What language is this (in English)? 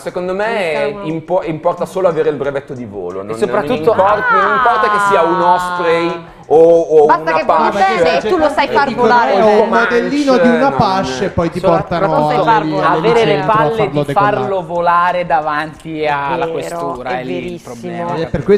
Italian